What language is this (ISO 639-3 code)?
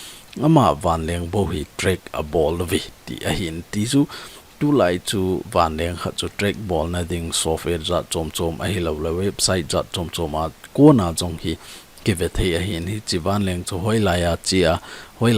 tcz